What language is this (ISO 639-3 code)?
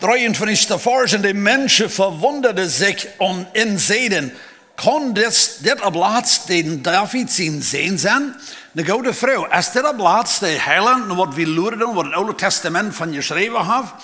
pdt